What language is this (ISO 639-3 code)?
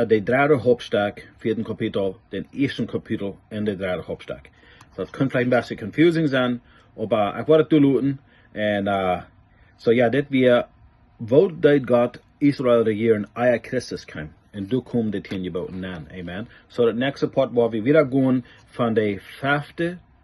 pdt